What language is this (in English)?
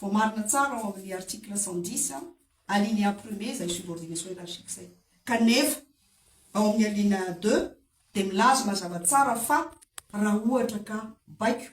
Malagasy